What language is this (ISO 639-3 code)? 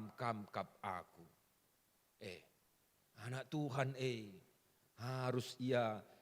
btx